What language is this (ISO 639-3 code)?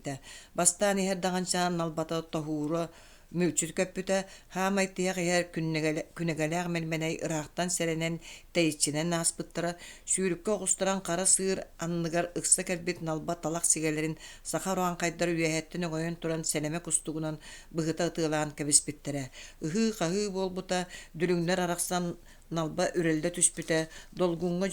sah